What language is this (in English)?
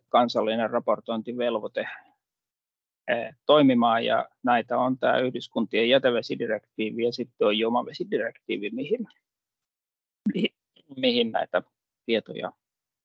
Finnish